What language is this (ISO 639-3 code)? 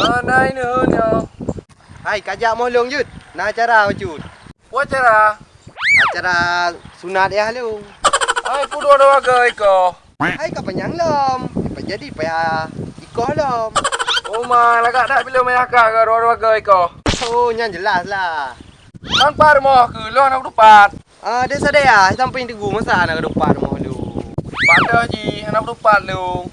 ace